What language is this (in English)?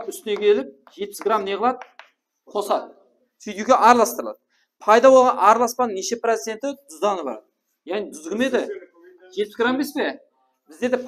Kara-Kalpak